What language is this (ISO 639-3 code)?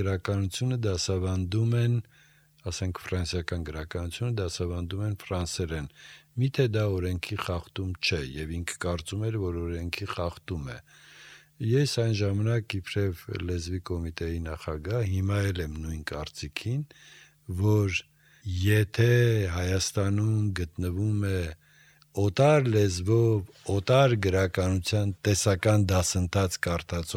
hye